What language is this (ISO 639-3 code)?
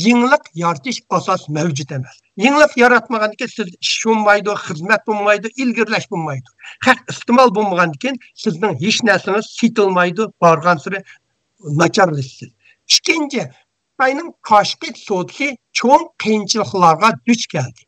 uig